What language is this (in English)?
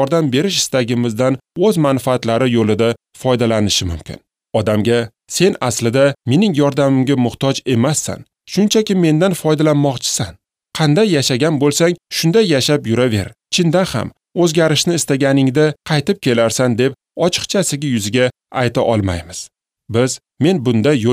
Uzbek